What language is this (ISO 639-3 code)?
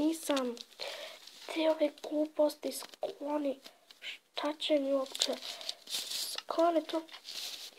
bos